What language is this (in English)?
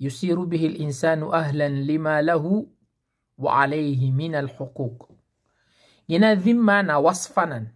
Maranao